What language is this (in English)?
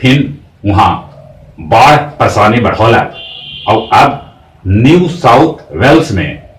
Magahi